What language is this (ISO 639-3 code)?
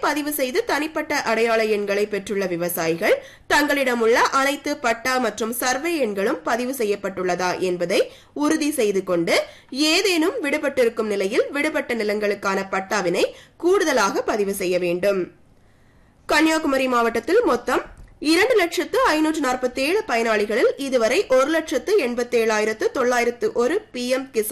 tam